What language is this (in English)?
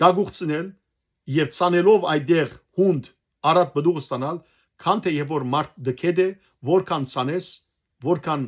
Western Armenian